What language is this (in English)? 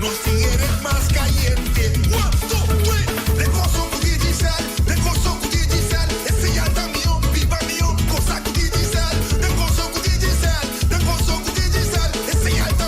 Papiamento